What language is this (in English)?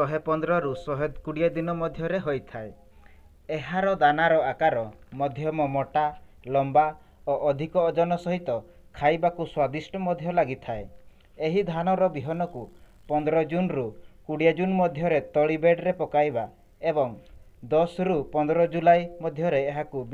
Odia